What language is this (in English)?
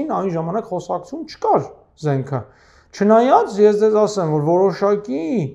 Armenian